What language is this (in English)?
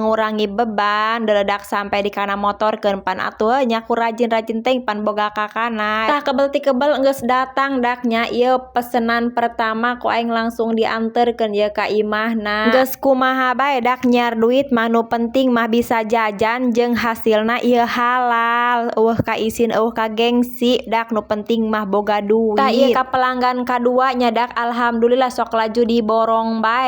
Sundanese